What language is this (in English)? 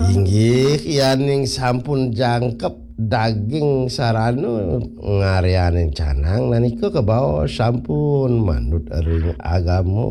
Balinese